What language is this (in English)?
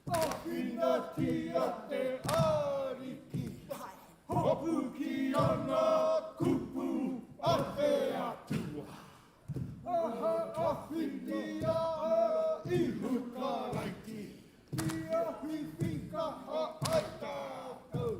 Māori